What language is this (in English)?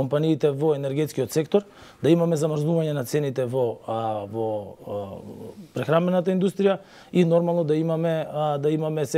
Macedonian